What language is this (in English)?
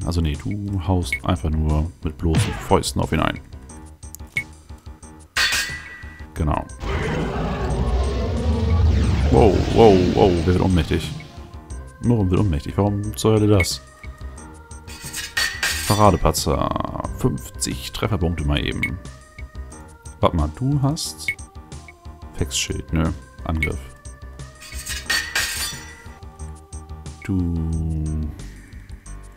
German